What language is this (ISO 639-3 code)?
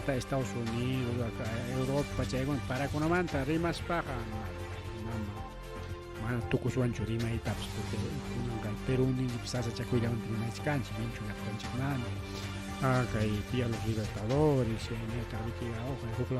quy